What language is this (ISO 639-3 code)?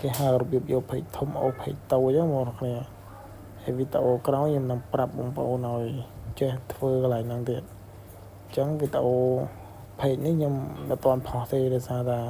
khm